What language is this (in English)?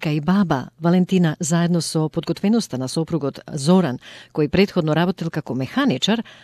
Macedonian